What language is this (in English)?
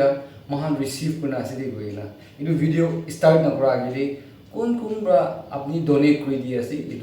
Naga Pidgin